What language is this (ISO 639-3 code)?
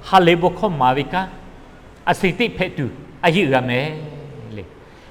lhu